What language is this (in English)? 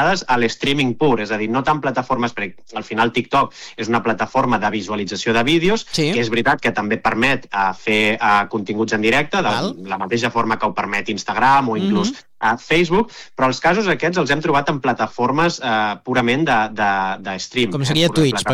Catalan